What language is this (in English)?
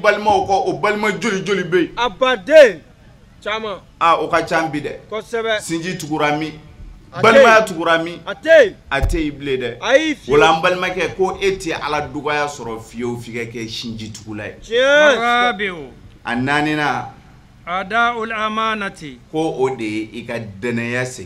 Bambara